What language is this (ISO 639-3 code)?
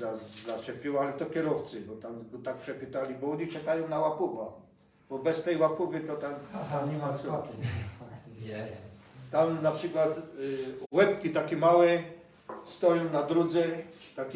szl